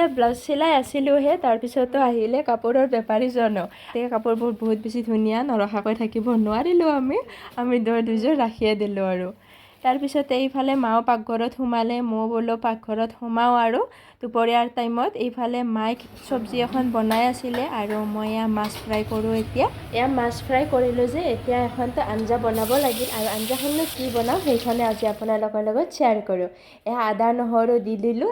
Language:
Assamese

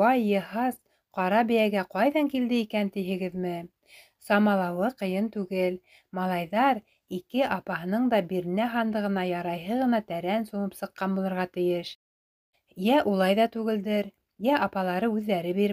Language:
Bashkir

